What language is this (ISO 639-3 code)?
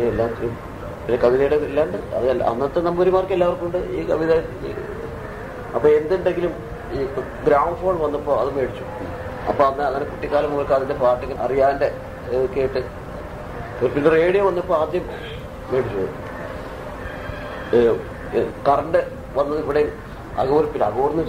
mal